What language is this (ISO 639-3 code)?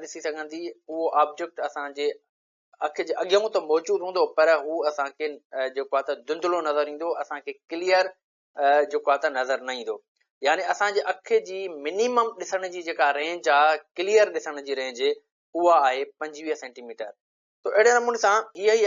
snd